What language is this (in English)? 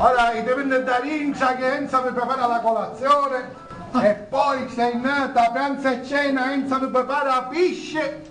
Sicilian